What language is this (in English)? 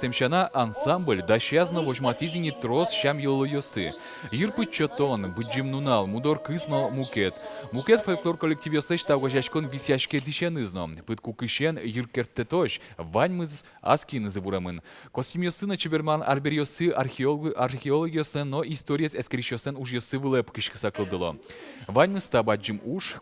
Udmurt